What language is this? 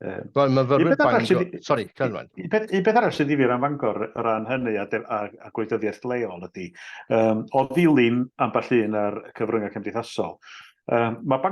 Welsh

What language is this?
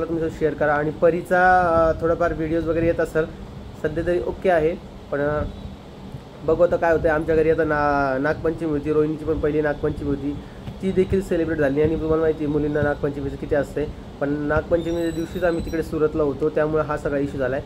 Marathi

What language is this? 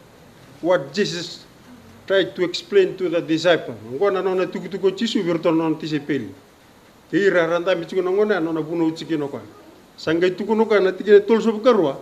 Fijian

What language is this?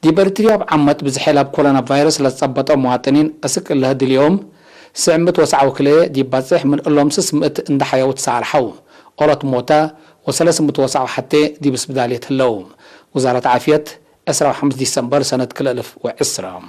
Tigre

